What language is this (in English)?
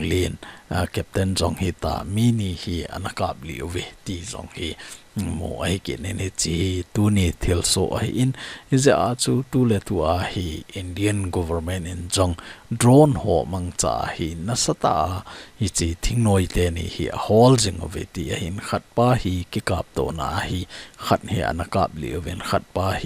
Thado Chin